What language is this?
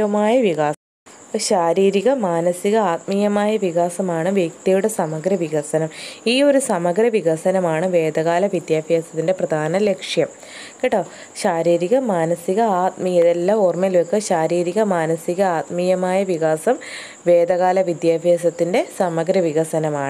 Malayalam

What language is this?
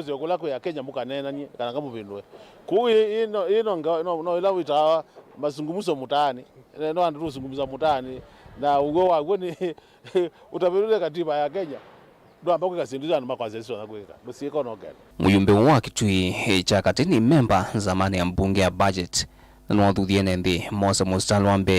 Kamba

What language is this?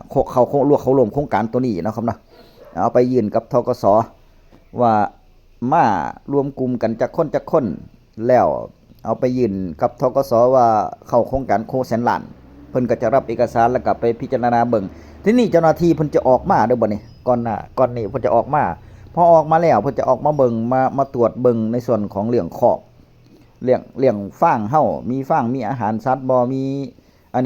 Northeastern Thai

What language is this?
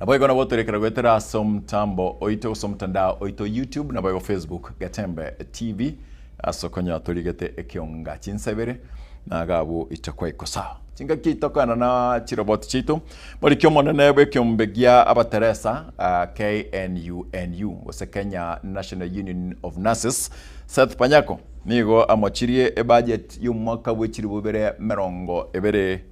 Gusii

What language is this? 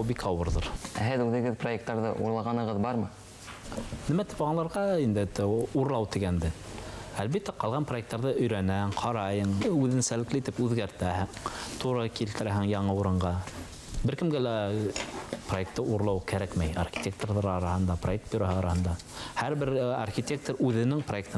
Bashkir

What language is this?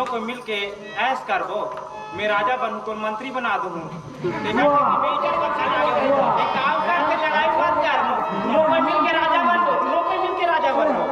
Chhattisgarhi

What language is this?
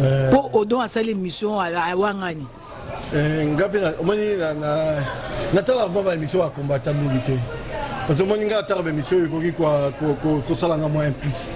Lingala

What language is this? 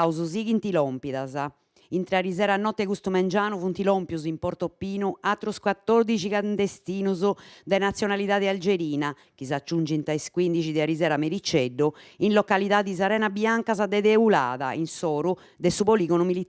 Sardinian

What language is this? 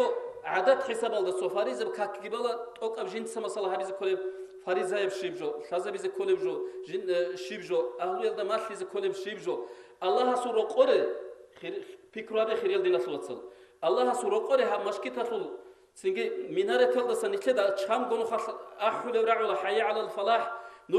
Avaric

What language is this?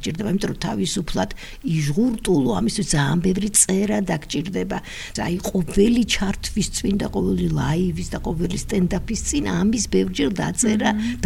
Georgian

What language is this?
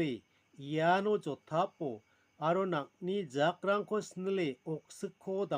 Garo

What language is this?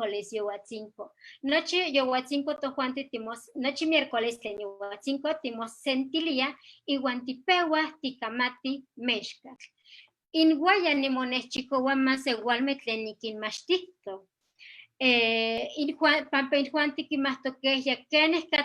Eastern Huasteca Nahuatl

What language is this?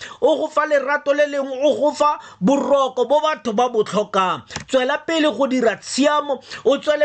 Tswana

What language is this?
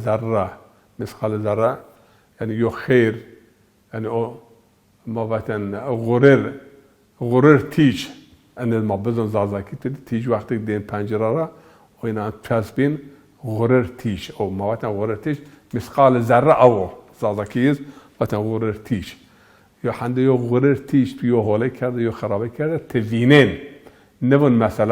Zaza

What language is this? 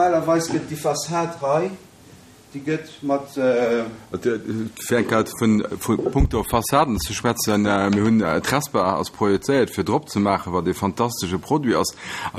Luxembourgish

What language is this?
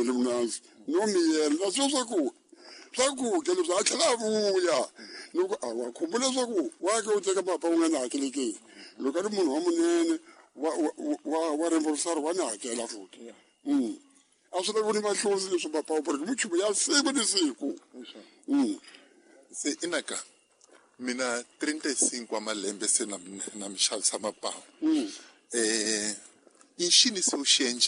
Tsonga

